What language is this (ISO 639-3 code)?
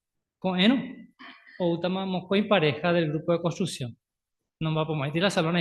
grn